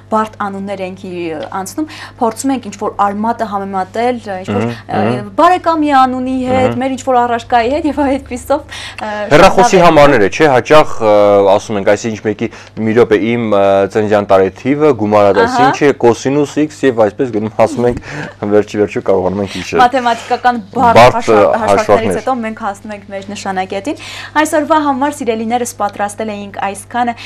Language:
Armenian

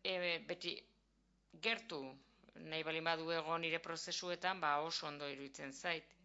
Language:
Basque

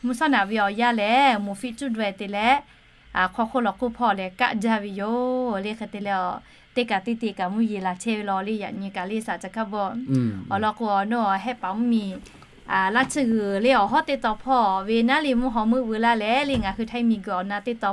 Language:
Lahu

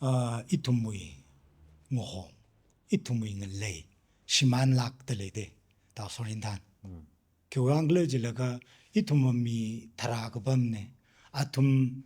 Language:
Tangkhul Naga (India)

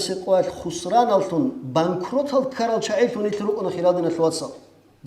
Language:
Avaric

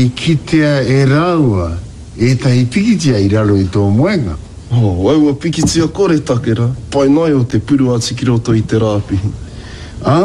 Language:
Māori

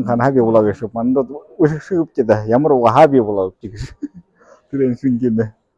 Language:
Buriat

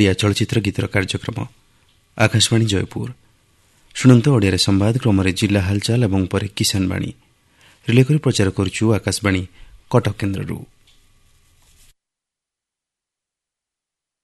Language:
Odia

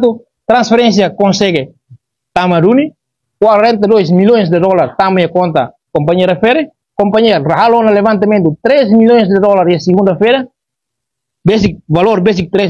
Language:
Tetum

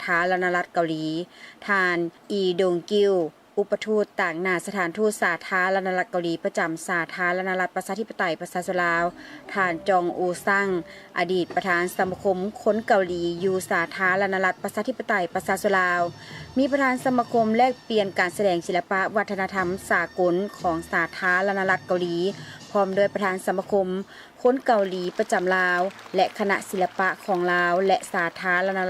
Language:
Lao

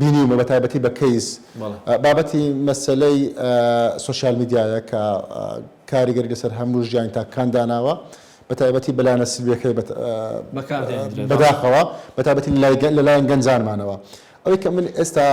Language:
Central Kurdish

